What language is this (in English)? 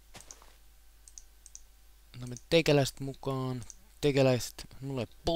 Finnish